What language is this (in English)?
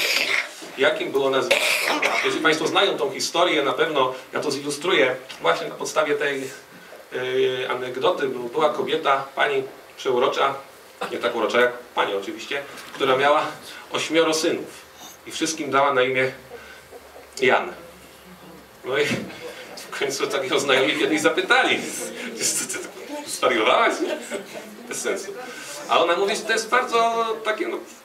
Polish